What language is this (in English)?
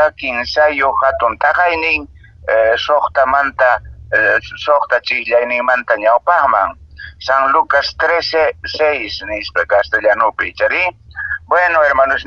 Quechua